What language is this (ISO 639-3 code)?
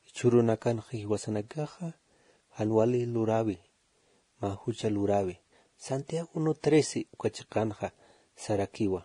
aym